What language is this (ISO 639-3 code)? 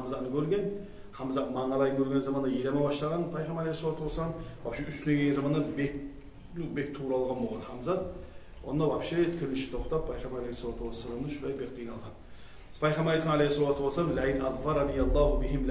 kum